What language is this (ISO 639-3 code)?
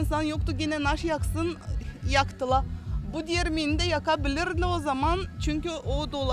gag